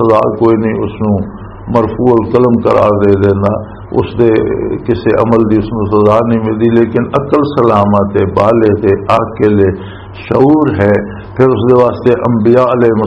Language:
Western Panjabi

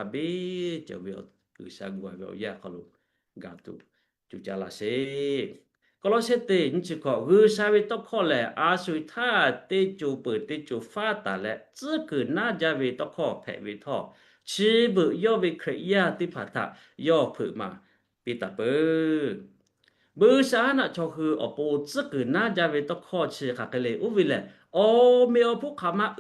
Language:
Lahu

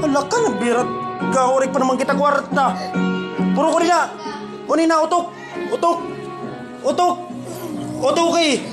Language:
Waray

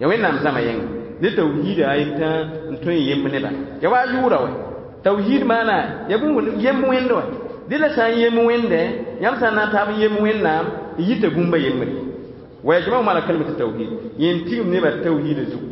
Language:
Mossi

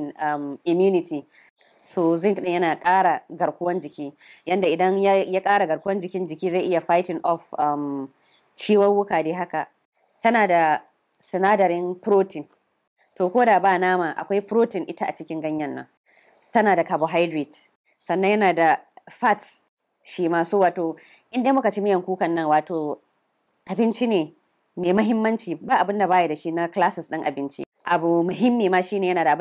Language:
Hausa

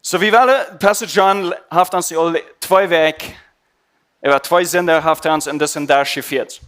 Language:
Plautdietsch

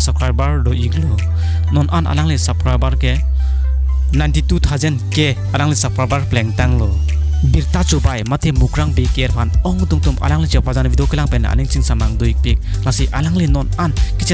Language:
Karbi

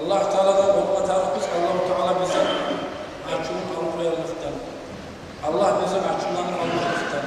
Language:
Kumyk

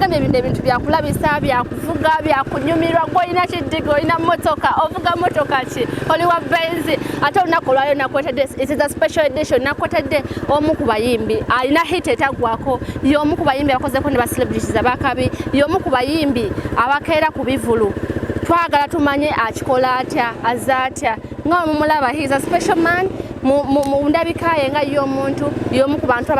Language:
Ganda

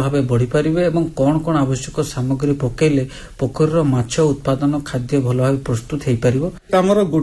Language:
Odia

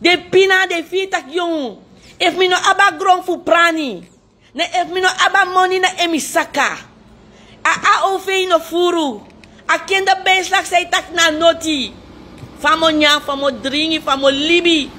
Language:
Sranan Tongo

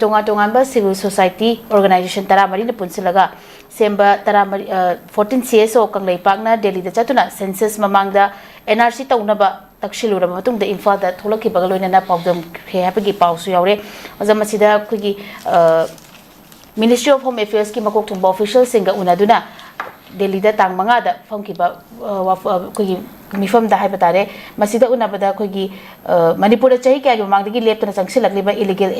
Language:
Manipuri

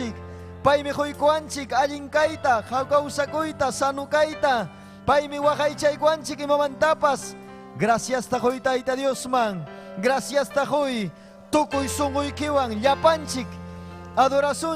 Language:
Ayacucho Quechua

